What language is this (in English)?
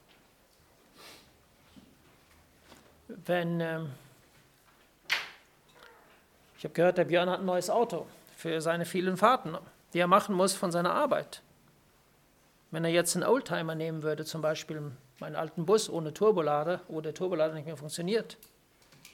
German